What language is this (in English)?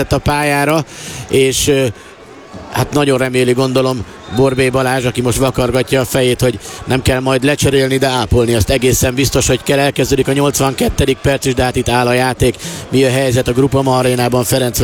Hungarian